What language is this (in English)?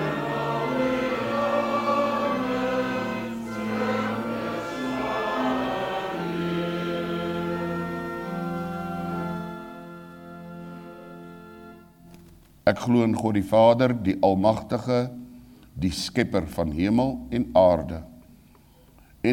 Afrikaans